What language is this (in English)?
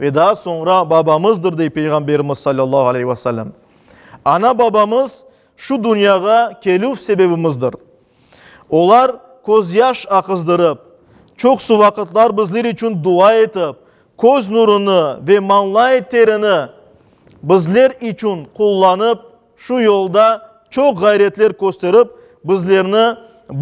Crimean Tatar